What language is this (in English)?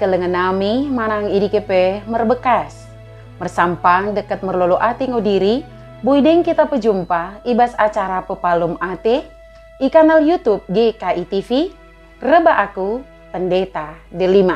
Batak Dairi